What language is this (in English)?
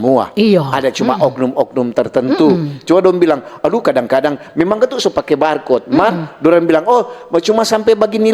Manado Malay